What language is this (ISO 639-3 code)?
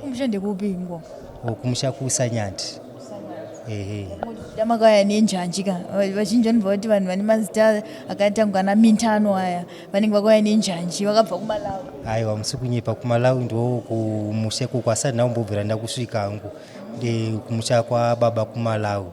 sna